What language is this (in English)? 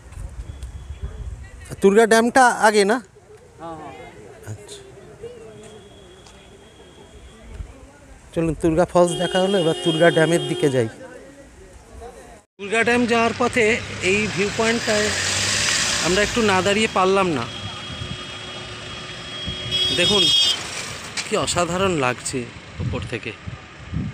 Bangla